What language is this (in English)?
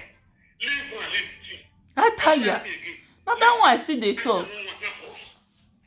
Nigerian Pidgin